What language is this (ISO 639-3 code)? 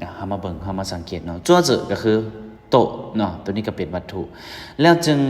lao